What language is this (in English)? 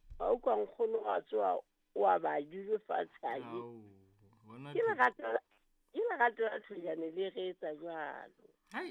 Southern Sotho